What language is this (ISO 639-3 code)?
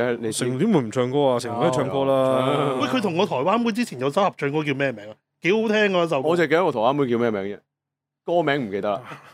yue